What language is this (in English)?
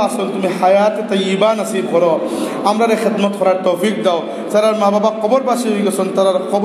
Sylheti